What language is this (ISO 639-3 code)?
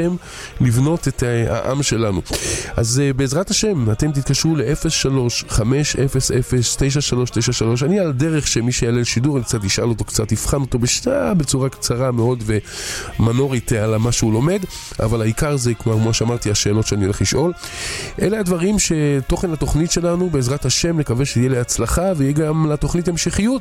heb